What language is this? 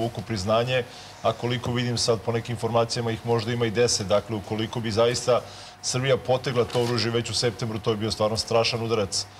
Serbian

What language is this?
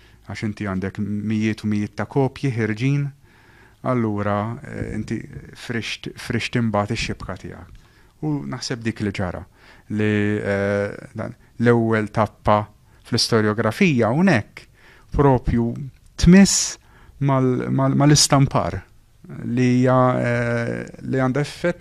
Maltese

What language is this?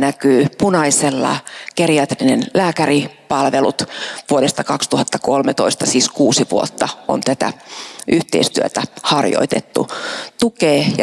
Finnish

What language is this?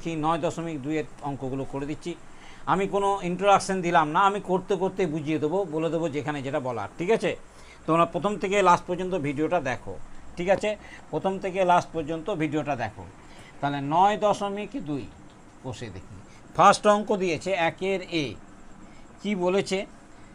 Bangla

